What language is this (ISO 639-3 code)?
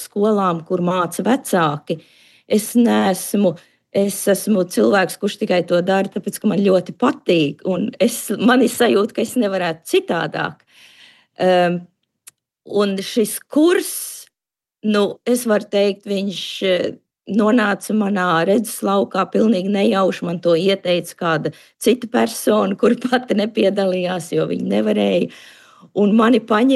lav